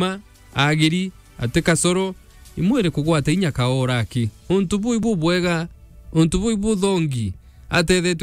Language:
Meru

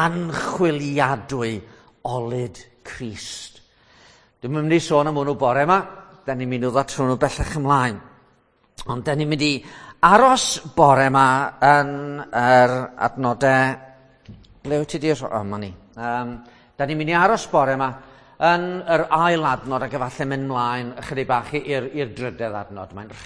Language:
Welsh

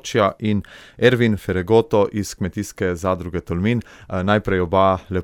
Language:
Slovenian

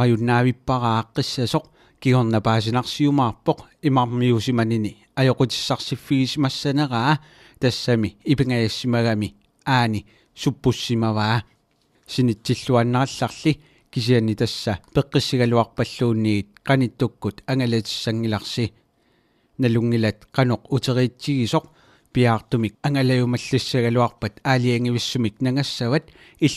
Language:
Kalaallisut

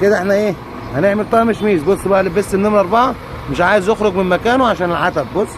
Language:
Egyptian Arabic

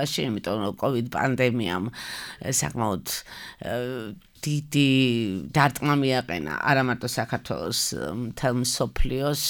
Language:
Georgian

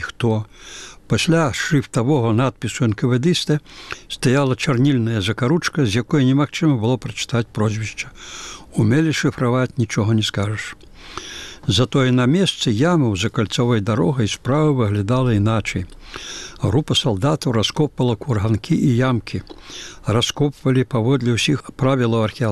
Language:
Belarusian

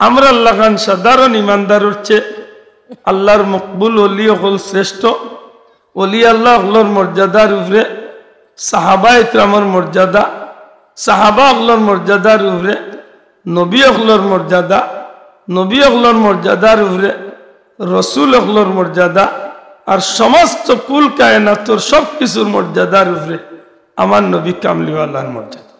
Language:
Sylheti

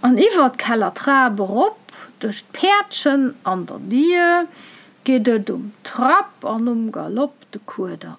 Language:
Luxembourgish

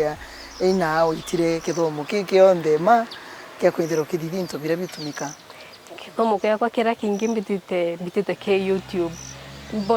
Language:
Meru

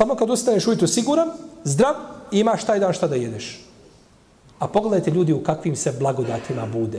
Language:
Bosnian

